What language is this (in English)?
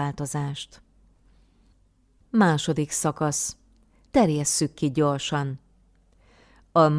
Hungarian